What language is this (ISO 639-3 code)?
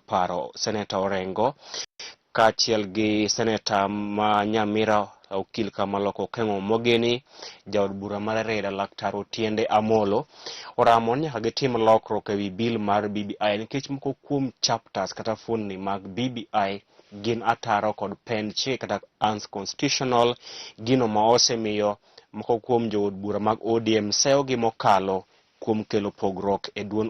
luo